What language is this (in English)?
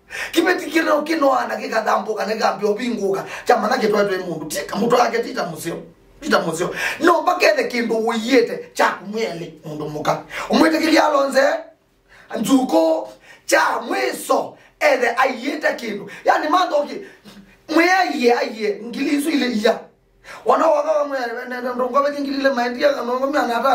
Kamba